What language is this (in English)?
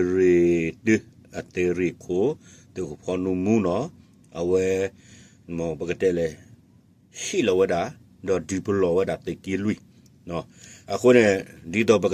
S'gaw Karen